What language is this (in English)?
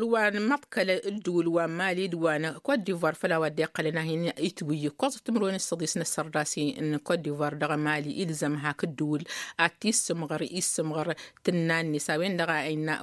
Tamasheq